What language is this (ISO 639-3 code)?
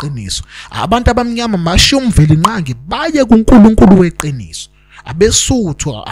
zul